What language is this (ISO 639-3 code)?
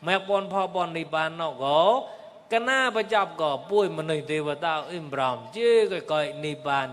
mnw